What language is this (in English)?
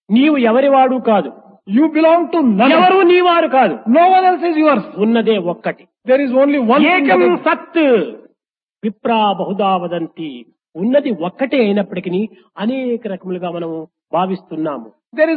Telugu